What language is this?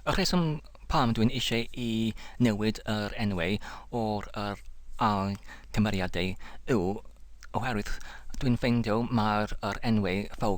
Welsh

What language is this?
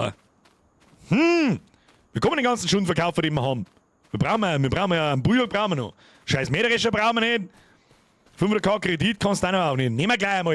Bavarian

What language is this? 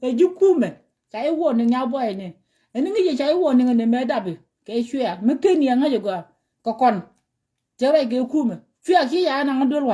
Nuer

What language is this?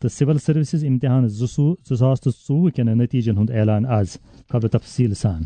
Kashmiri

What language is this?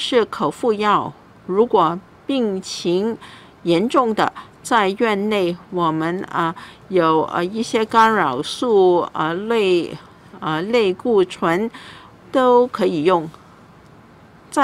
Chinese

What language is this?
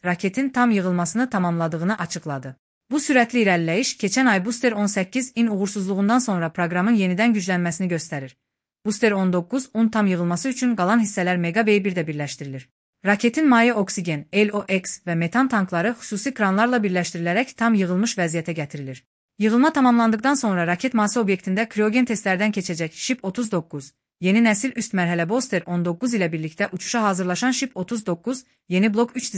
Azerbaijani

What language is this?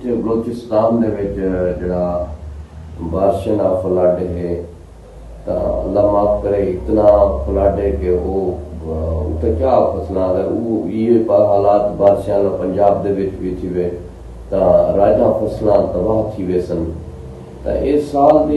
Saraiki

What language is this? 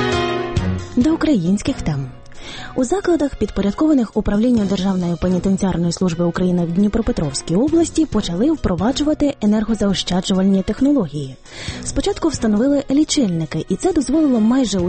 Ukrainian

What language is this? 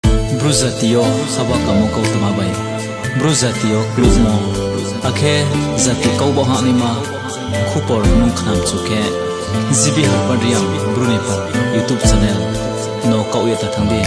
Riang (India)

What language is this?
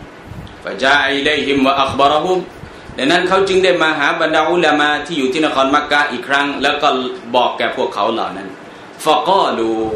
Thai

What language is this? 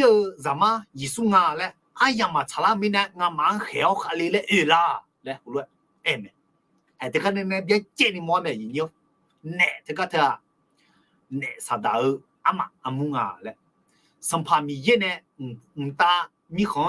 Akha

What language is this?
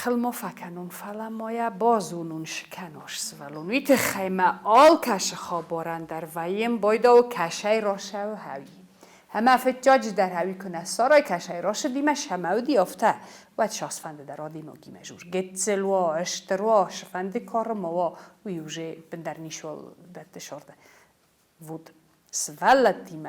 Ossetic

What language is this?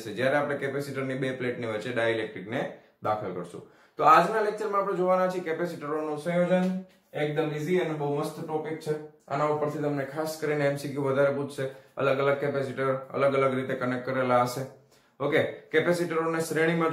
Gujarati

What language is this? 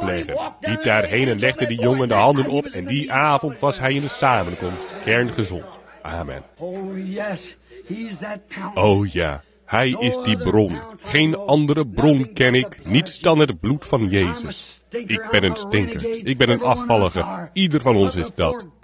Dutch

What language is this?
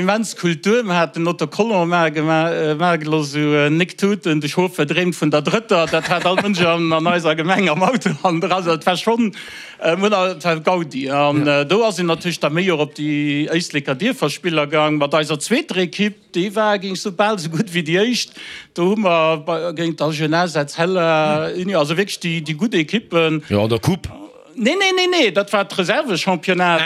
Luxembourgish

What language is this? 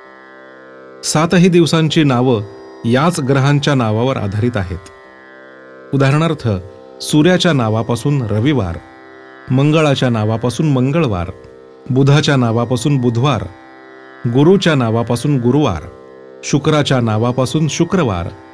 Marathi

